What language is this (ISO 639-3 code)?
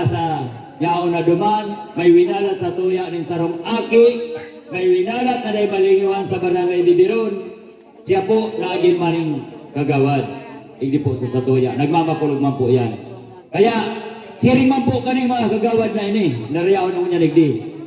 bik